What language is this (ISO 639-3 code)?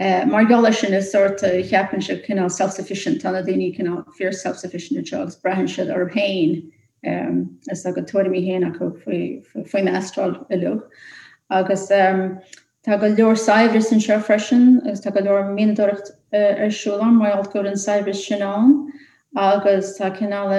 gle